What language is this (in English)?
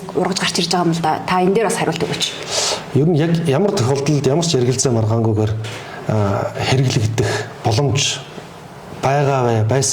Mongolian